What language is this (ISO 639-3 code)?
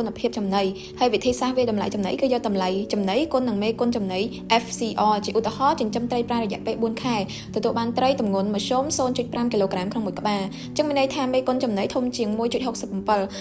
khm